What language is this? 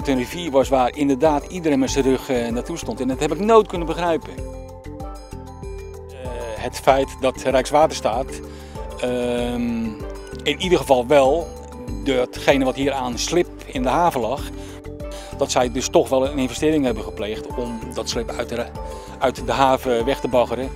Dutch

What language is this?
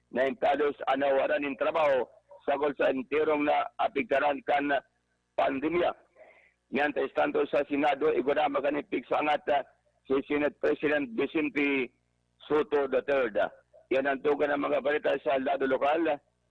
Bikol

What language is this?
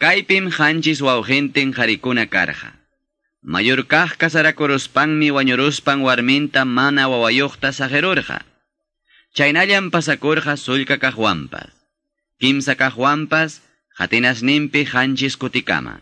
Quechua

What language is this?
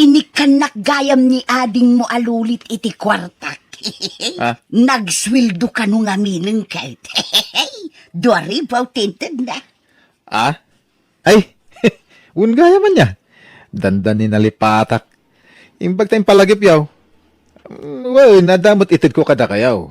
Iloko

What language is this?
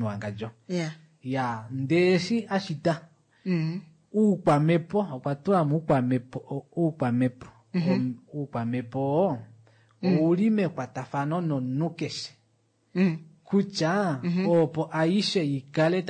Kuanyama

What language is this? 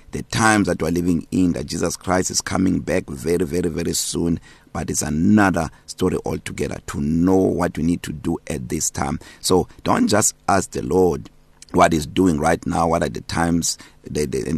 English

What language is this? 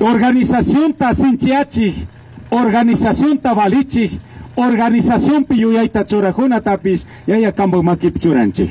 Chimborazo Highland Quichua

